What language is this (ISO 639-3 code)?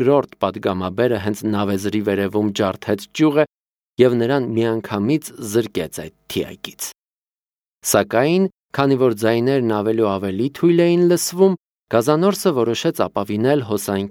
hye